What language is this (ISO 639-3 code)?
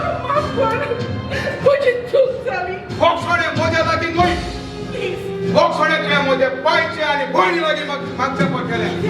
kok